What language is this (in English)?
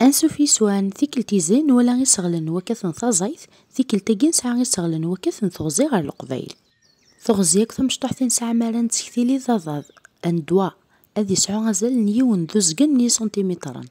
Kabyle